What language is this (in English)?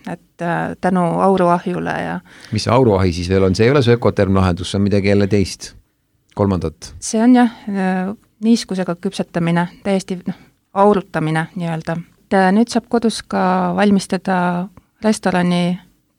Estonian